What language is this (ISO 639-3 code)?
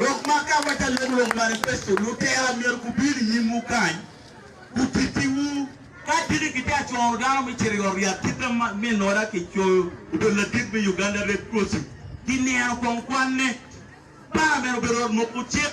ach